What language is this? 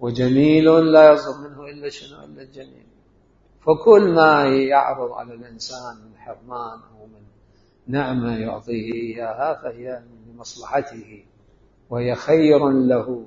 Mesopotamian Arabic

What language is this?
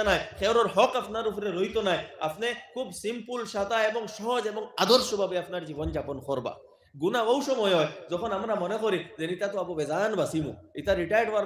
Sylheti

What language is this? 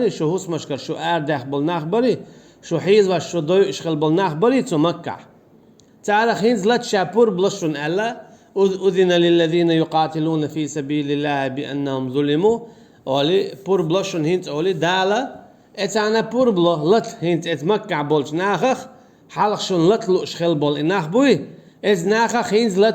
Chechen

